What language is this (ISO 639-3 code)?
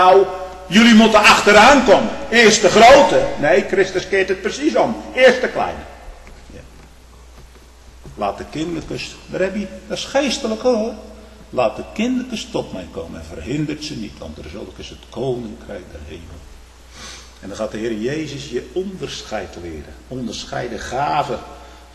nld